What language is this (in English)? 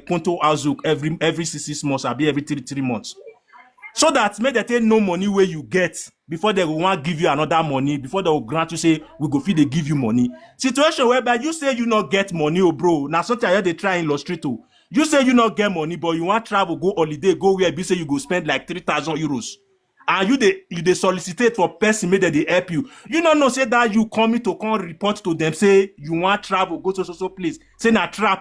Nigerian Pidgin